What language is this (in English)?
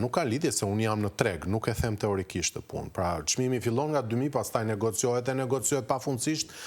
Albanian